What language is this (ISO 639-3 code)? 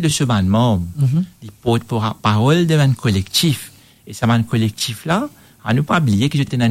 mfe